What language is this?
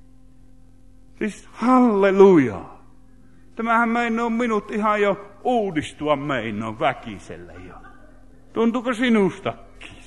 Finnish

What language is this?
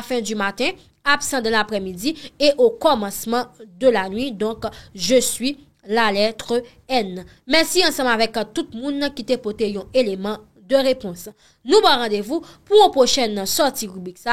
Haitian Creole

